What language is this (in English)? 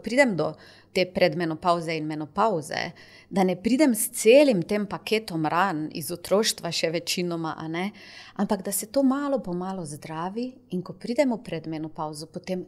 Slovenian